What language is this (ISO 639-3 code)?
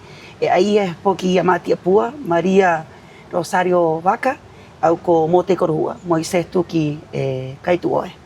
rap